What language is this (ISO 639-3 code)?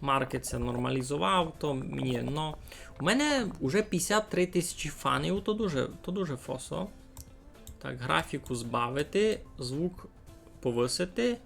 rue